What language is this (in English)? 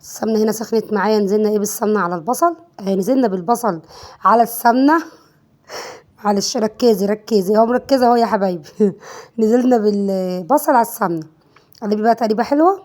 Egyptian Arabic